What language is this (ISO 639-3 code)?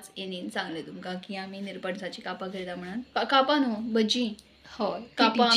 kok